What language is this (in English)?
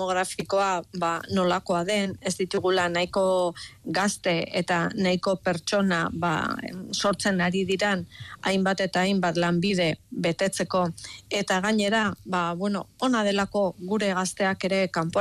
Basque